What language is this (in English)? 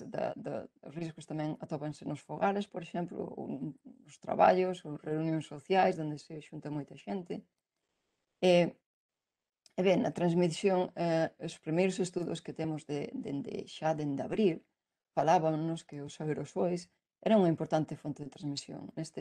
Galician